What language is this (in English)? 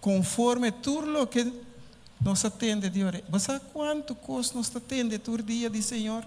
Papiamento